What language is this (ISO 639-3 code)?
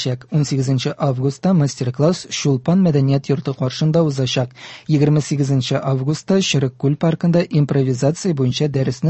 tat